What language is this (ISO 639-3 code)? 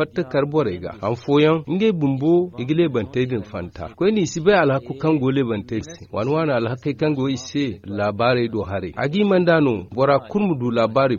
dje